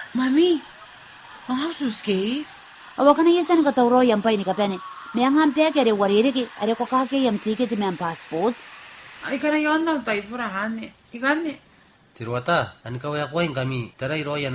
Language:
Gilbertese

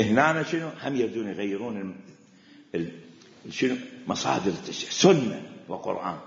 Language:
Mesopotamian Arabic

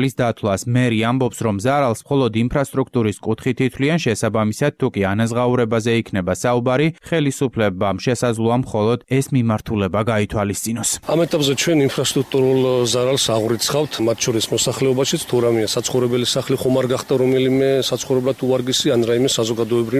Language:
Georgian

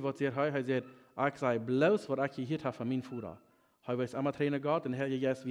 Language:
Plautdietsch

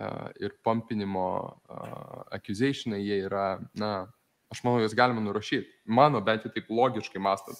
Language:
Lithuanian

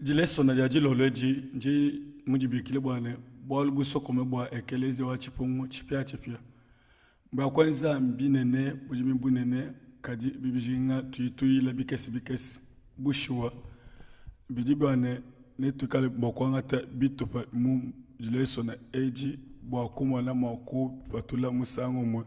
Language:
Luba-Lulua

